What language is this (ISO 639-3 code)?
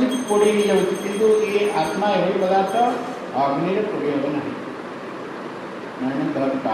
ori